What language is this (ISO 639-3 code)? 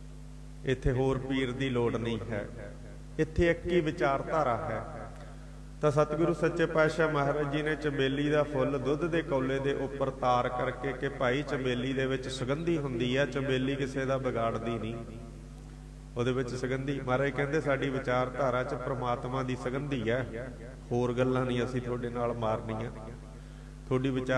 pan